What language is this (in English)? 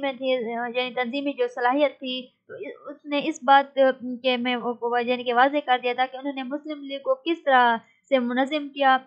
Urdu